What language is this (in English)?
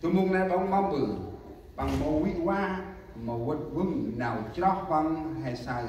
Central Mnong